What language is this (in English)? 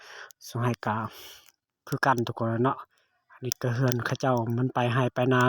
Lao